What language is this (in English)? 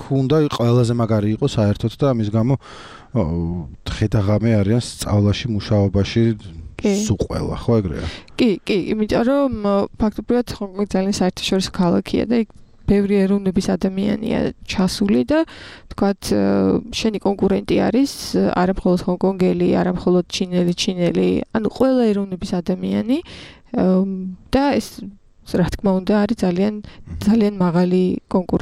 Georgian